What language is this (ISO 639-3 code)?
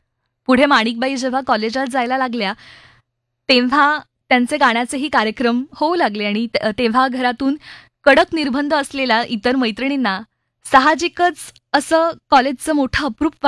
mar